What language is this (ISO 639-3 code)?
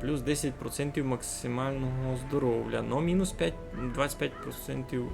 rue